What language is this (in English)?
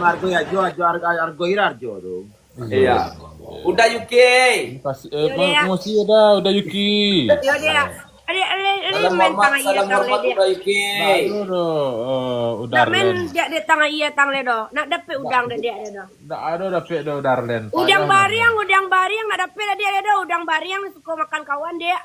Minangkabau